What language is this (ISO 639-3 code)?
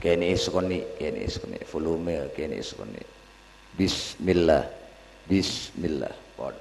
mad